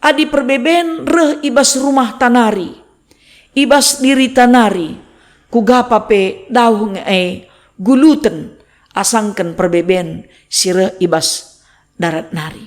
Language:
Batak Karo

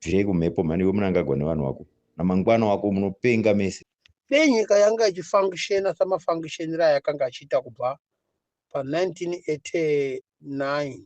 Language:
Shona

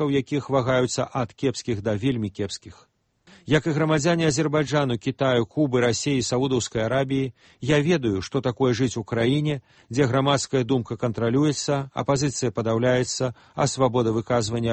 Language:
Belarusian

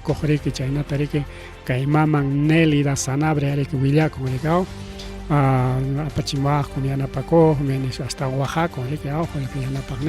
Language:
Ayacucho Quechua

